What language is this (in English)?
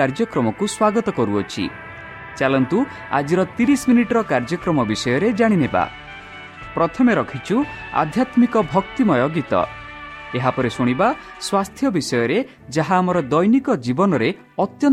Odia